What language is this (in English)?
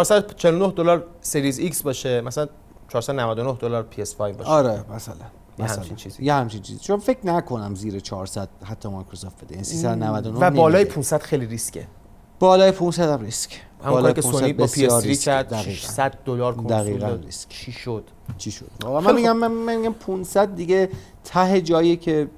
Persian